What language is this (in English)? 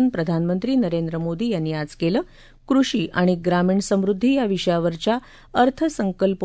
Marathi